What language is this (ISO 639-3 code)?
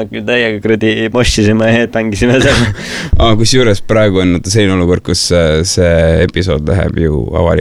est